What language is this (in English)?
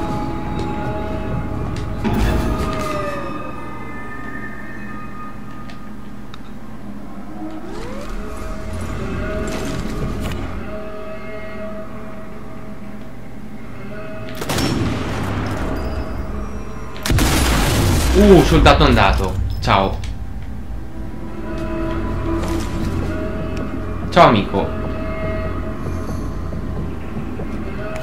Italian